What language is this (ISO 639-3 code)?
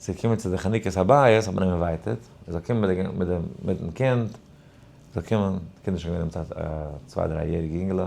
yid